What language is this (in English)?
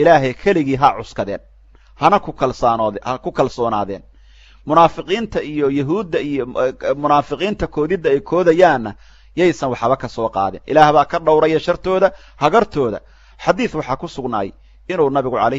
Somali